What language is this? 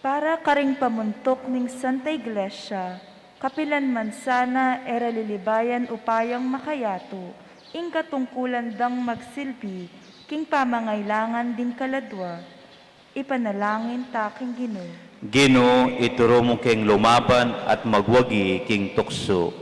Pampanga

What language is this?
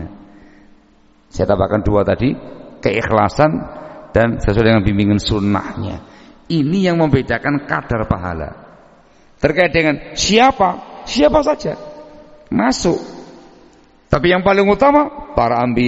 Indonesian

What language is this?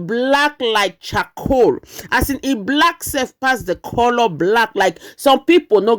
Nigerian Pidgin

